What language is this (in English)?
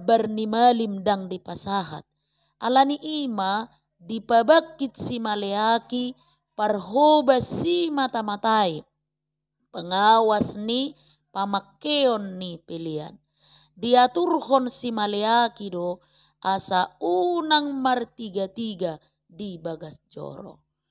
Batak Toba